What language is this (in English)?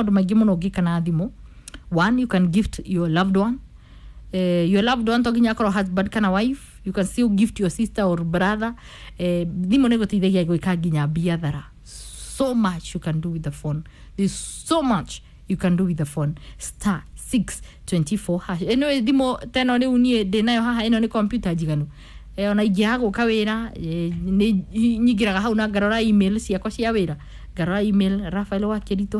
Kikuyu